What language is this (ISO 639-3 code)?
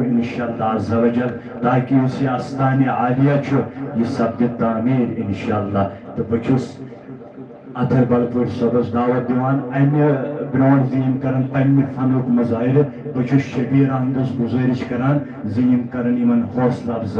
kas